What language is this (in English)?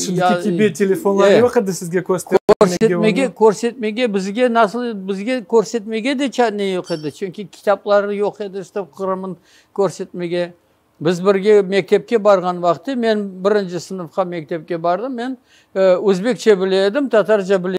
Crimean Tatar